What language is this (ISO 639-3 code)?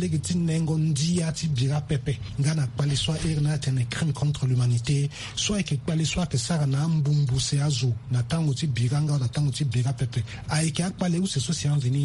sag